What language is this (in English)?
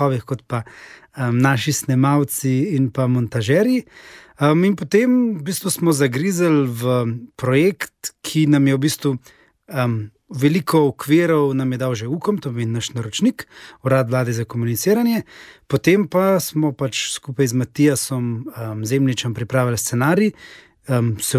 Slovenian